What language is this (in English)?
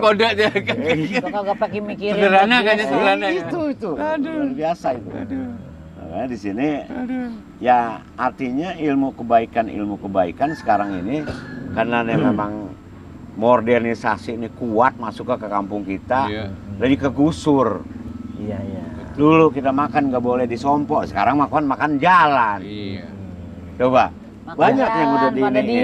Indonesian